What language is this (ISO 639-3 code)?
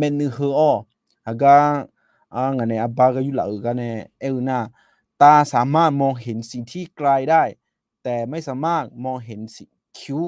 ahk